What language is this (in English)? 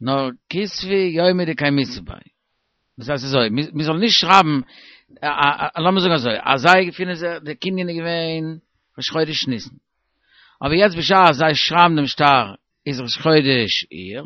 Yiddish